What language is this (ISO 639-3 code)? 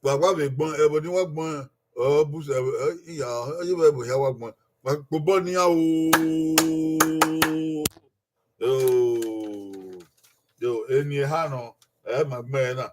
bin